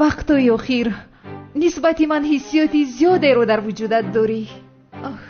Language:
Tajik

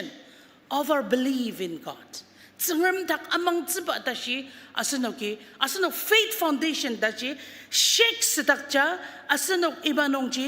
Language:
Ao Naga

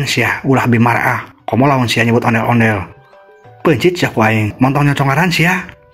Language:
Sundanese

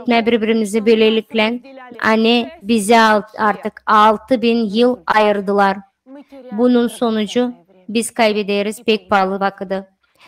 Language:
Gagauz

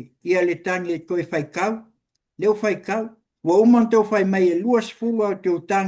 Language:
Samoan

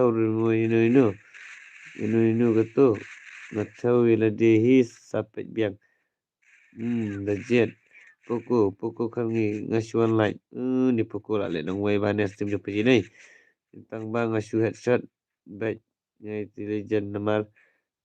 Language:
Khasi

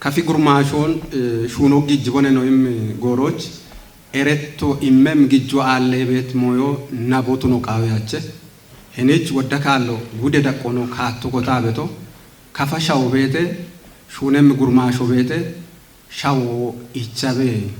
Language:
Kafa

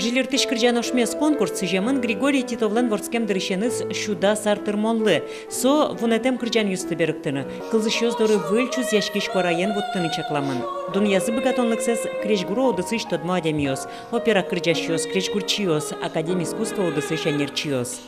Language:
Udmurt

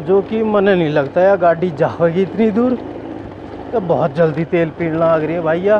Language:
Haryanvi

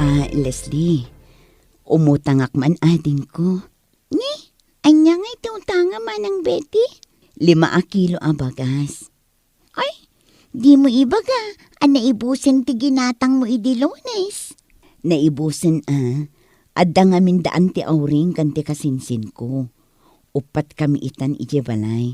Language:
Iloko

